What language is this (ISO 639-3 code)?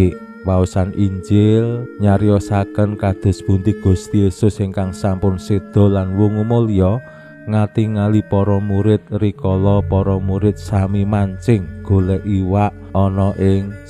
jav